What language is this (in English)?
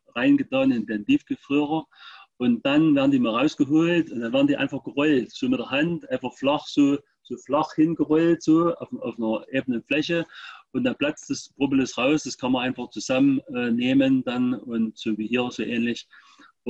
German